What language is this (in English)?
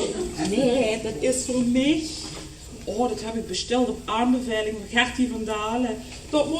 Limburgish